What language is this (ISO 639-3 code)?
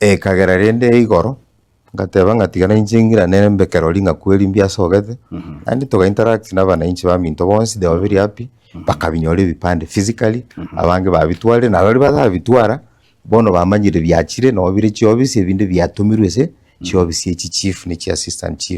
guz